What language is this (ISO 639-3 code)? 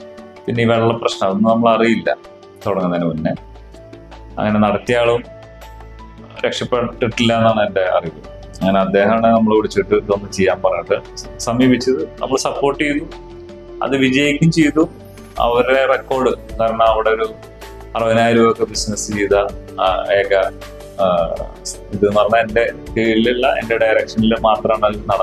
mal